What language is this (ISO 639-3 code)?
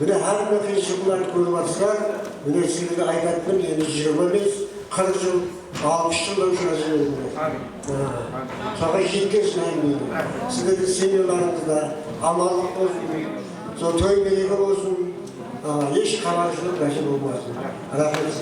kaa